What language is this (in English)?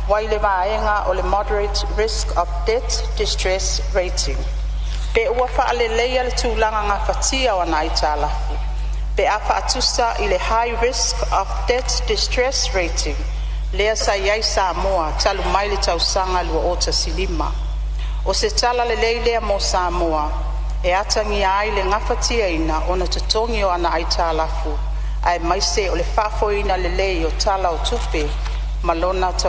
Samoan